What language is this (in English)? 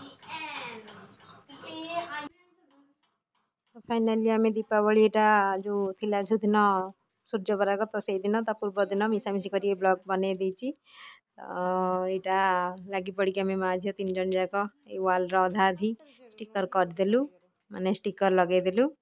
Odia